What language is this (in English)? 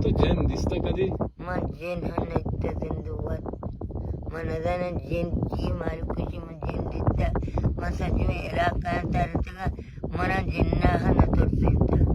Baluchi